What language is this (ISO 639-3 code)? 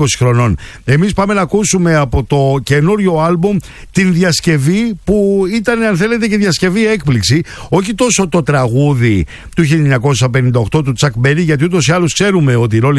ell